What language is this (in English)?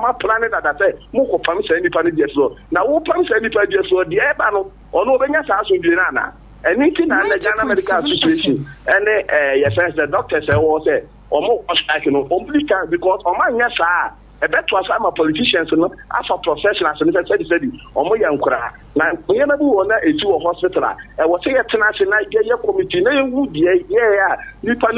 Akan